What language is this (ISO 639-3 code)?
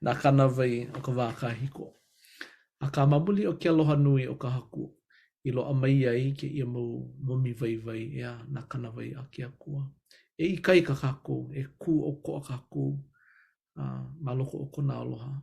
haw